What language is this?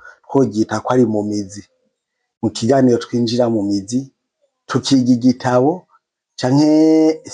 Rundi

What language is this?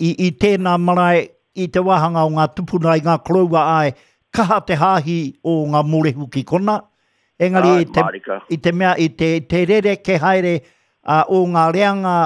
Māori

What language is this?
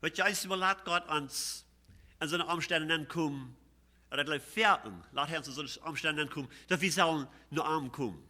Plautdietsch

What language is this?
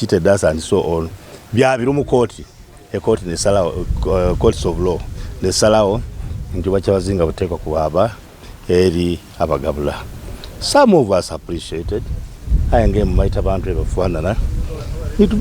Soga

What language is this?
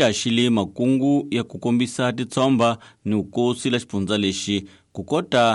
Tsonga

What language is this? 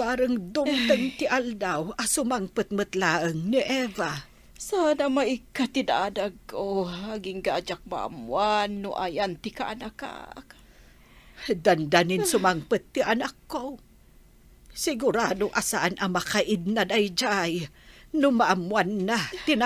Iloko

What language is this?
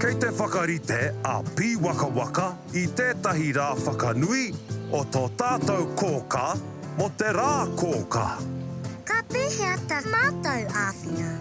Māori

